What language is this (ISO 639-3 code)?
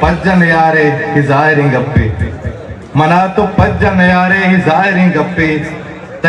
bgp